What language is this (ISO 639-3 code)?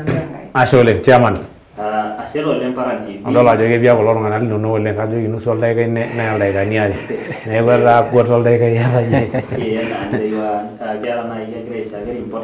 mas